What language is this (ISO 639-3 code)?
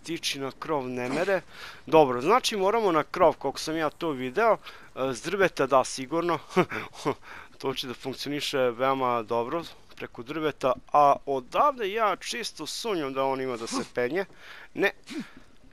srp